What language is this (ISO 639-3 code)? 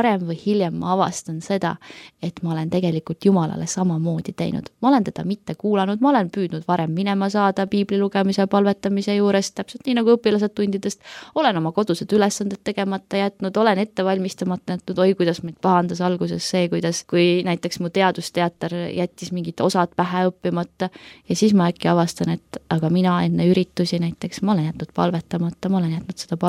est